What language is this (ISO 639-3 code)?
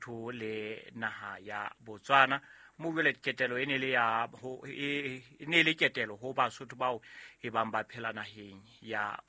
sot